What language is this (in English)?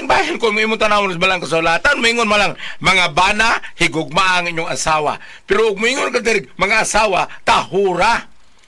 Cebuano